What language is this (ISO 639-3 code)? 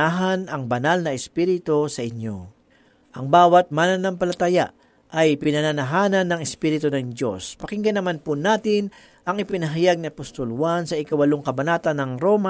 fil